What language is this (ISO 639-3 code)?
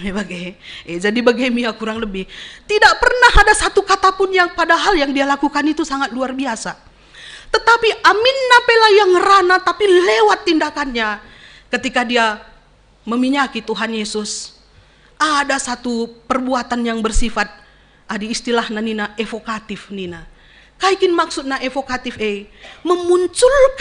btx